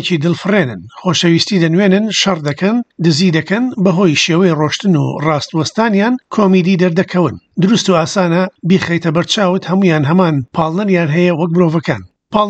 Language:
Central Kurdish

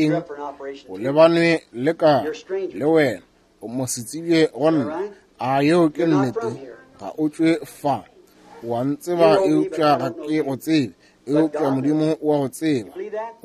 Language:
Northern Sotho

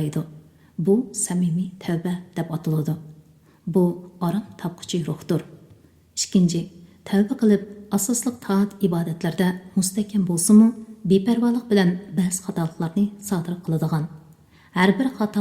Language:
Uyghur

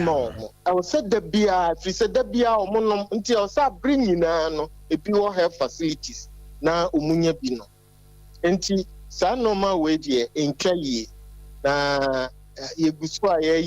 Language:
Akan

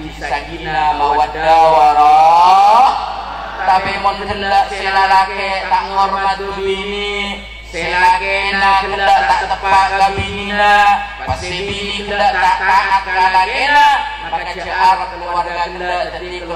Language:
Madurese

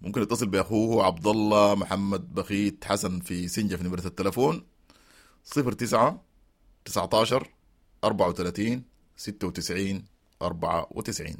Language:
Sudanese Arabic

